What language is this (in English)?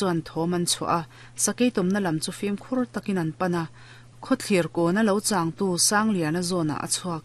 Mizo